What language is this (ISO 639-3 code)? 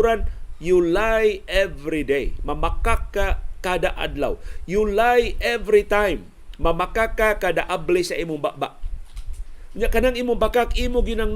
ceb